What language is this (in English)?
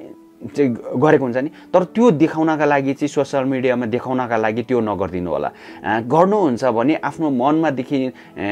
Nepali